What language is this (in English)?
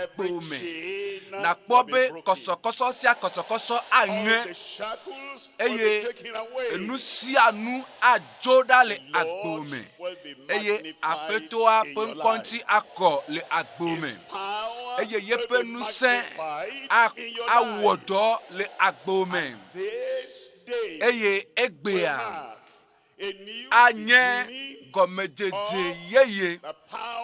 Ewe